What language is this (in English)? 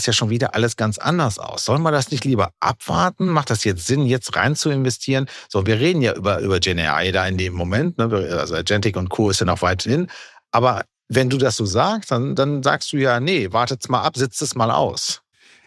German